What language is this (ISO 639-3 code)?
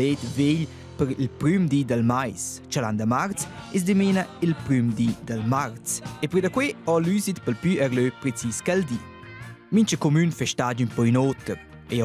roh